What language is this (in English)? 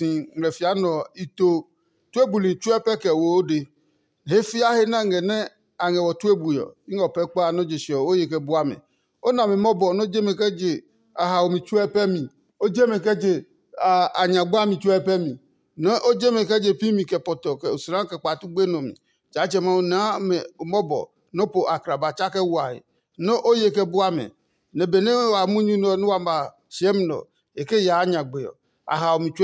Adangme